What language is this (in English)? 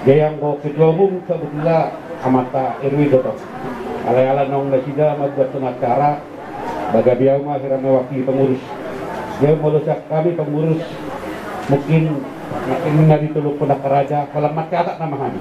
Batak Toba